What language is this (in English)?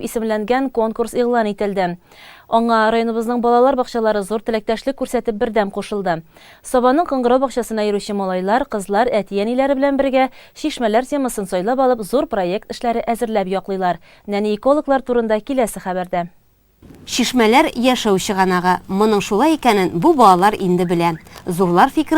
Tatar